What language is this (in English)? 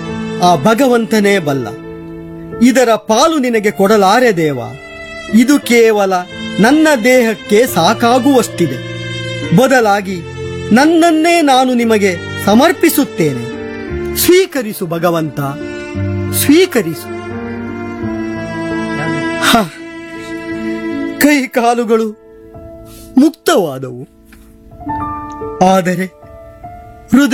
Kannada